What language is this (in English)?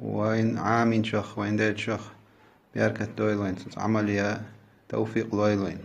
Chechen